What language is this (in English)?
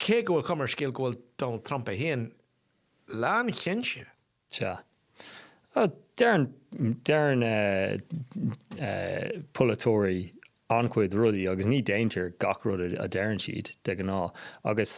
Irish